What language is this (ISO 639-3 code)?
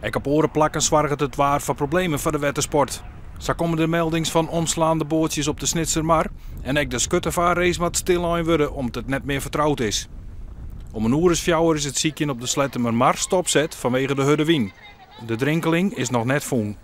fry